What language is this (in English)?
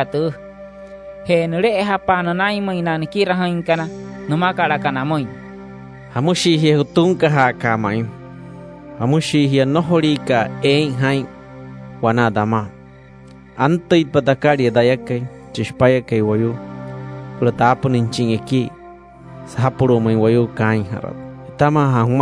Wayuu